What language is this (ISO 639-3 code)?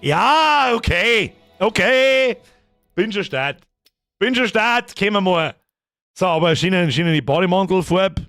bar